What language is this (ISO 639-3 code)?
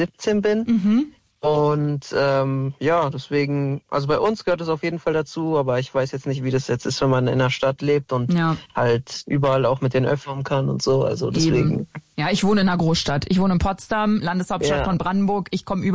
deu